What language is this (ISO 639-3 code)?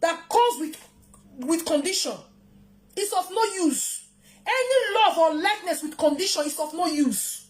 pcm